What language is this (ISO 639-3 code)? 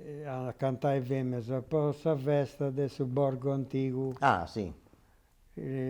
srd